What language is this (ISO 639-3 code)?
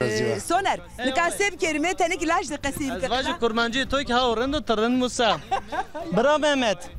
zza